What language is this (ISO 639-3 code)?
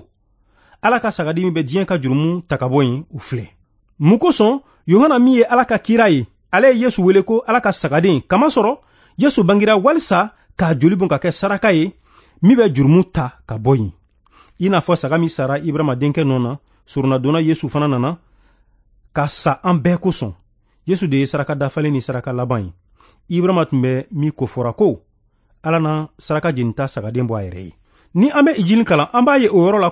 bam